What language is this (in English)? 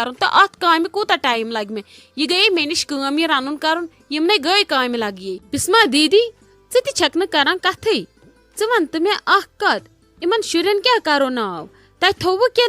Kashmiri